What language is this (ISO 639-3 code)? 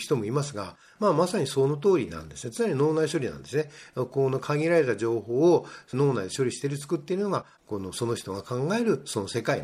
jpn